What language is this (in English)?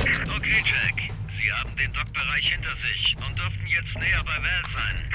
Bavarian